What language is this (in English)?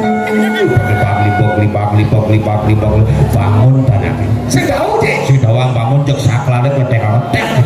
Balinese